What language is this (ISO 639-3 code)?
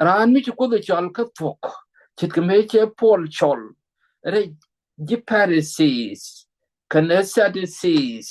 nus